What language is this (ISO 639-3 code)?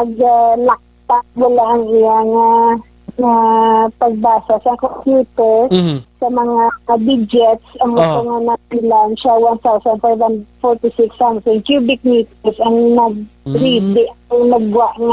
hil